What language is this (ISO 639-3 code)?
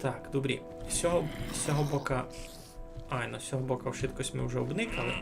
rue